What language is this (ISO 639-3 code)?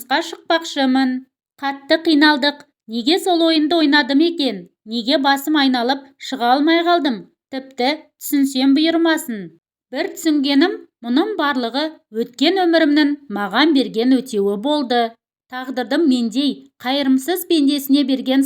kaz